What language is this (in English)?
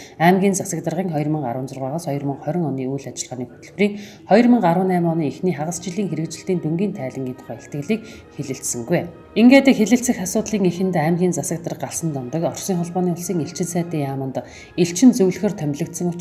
Mongolian